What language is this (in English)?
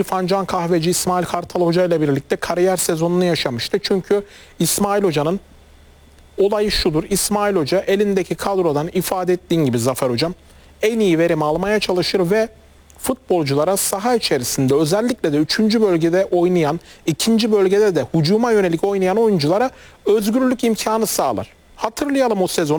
Turkish